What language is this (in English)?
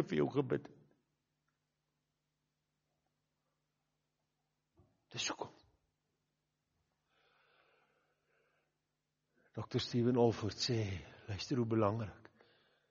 Afrikaans